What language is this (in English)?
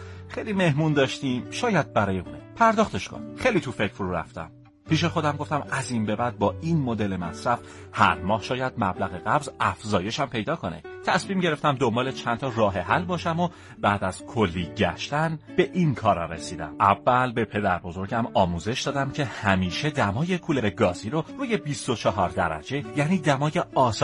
Persian